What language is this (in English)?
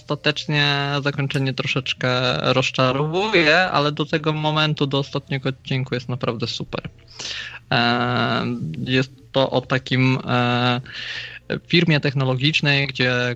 Polish